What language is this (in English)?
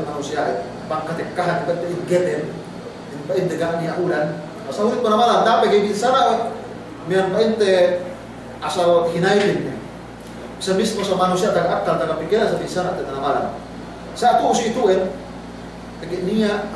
Yakan